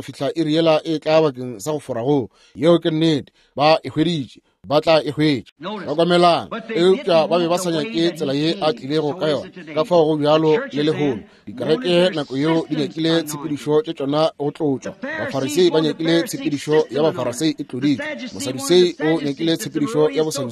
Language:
Northern Sotho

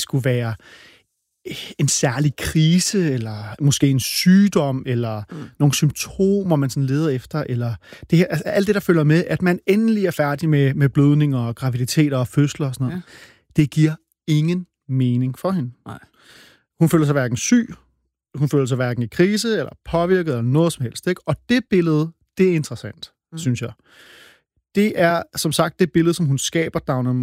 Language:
Danish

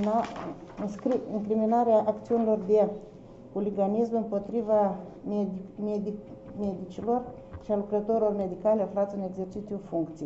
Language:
Romanian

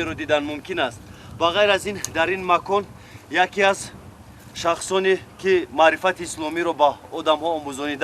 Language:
Tajik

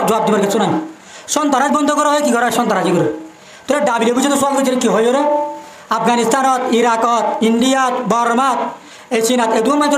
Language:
Rohingya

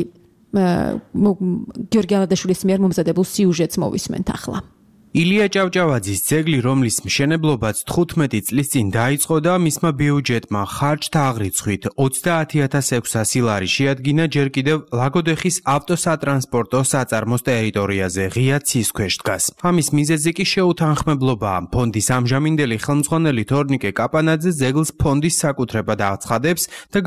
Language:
Georgian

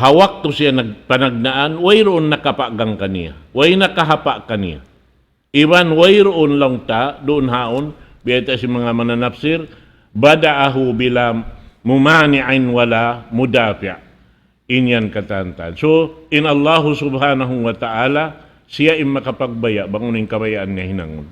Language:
Tausug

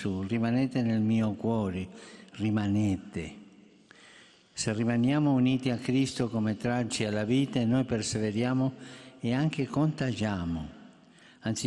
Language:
Italian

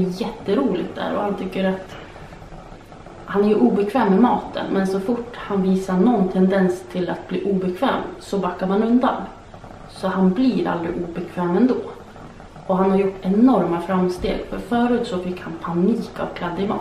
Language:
Swedish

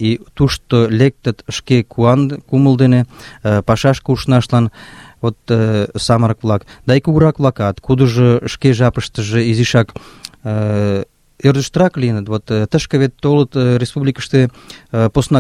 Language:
Mari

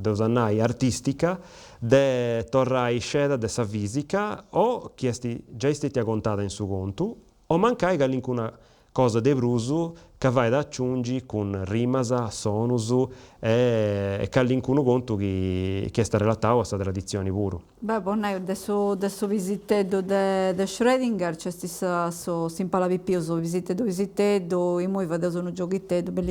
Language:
Sardinian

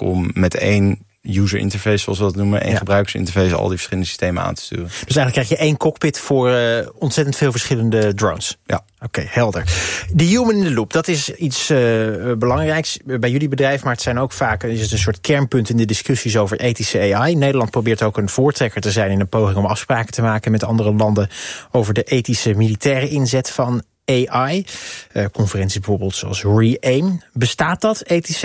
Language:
Dutch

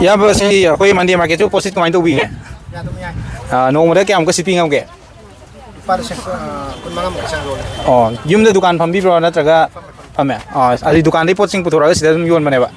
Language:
Manipuri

